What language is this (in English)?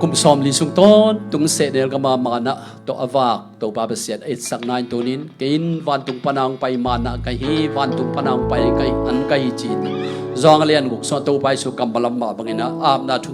Tedim Chin